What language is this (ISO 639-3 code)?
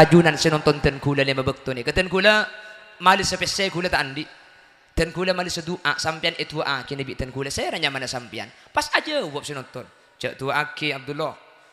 mad